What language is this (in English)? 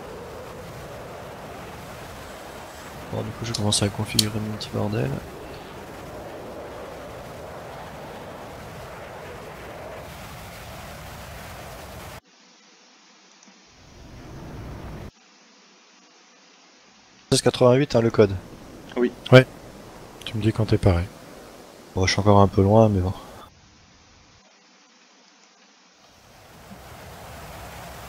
French